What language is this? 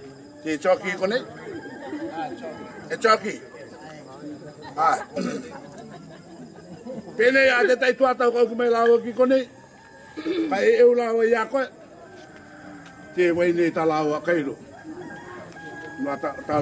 Rarotongan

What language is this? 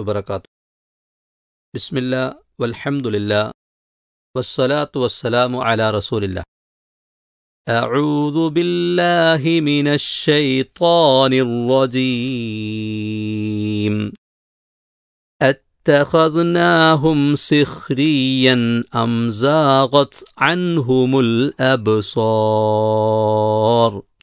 Malayalam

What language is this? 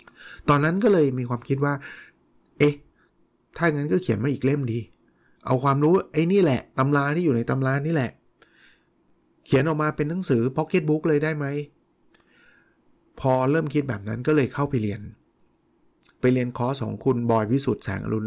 Thai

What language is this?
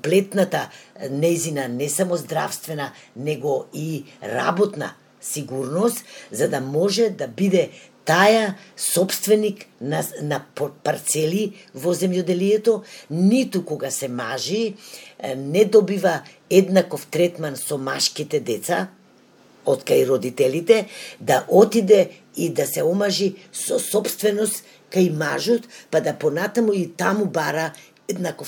Macedonian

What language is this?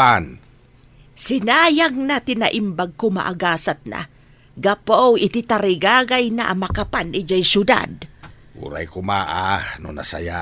Iloko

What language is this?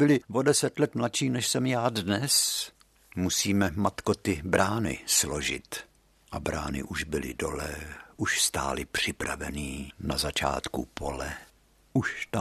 Czech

